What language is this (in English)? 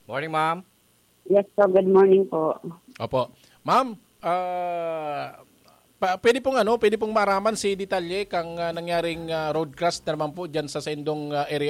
Bikol